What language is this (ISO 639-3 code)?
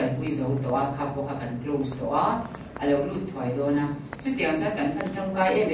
lus